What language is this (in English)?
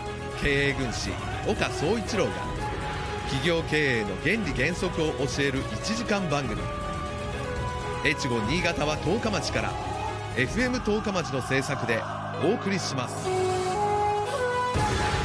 Japanese